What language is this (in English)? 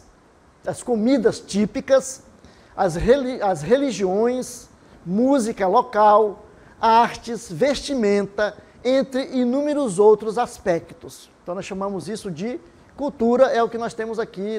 Portuguese